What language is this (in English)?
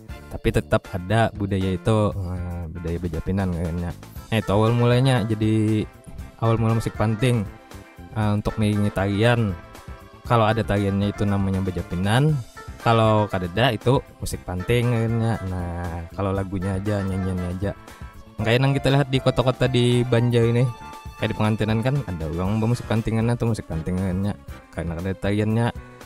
Banjar